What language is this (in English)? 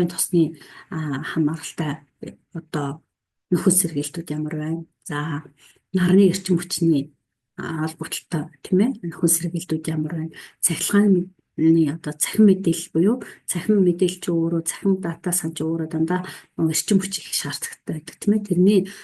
Mongolian